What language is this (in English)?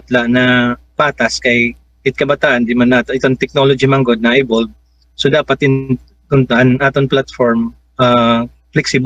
Waray